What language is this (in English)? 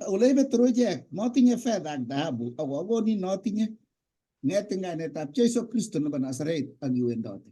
Kalenjin